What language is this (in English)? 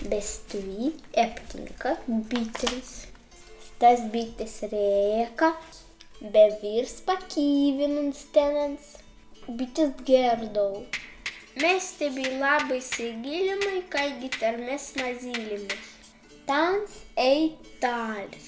Prussian